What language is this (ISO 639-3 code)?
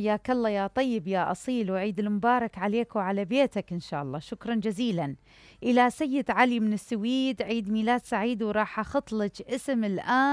acm